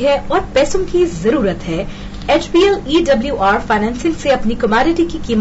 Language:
Urdu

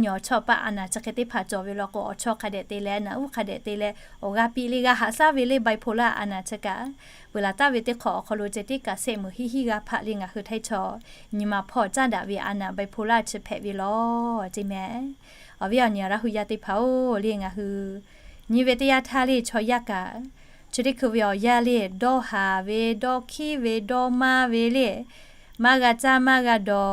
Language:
Lahu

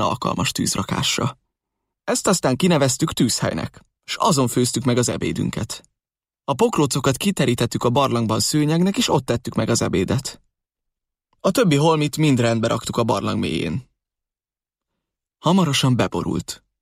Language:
Hungarian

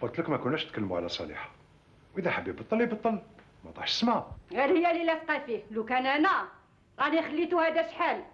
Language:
Algerian Arabic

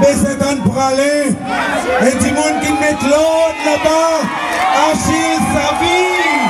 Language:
Seselwa Creole French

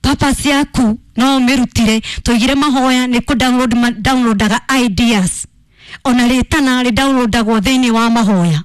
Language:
Kikuyu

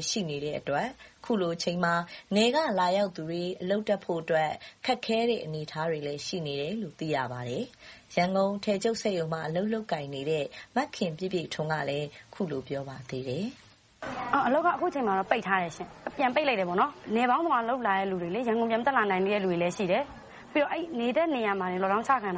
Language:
Burmese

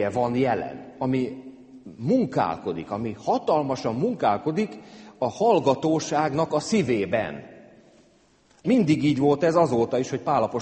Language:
Hungarian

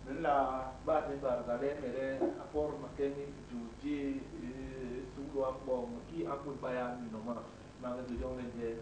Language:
Basaa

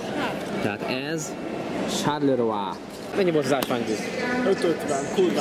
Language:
Hungarian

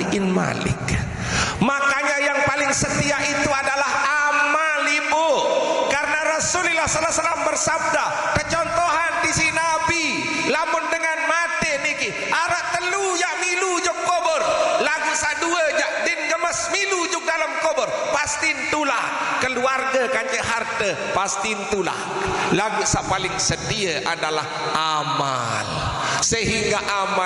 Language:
Sasak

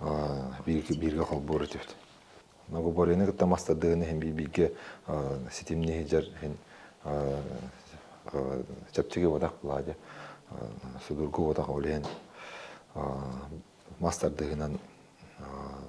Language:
Yakut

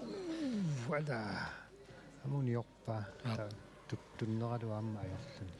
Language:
Kalaallisut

